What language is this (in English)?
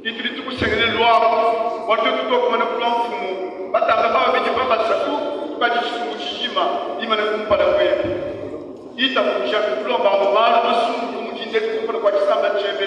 Luba-Lulua